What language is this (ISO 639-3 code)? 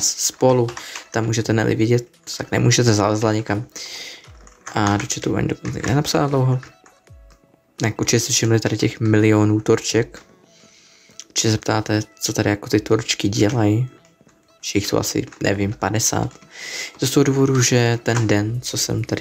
ces